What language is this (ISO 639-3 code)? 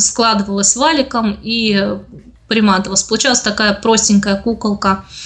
rus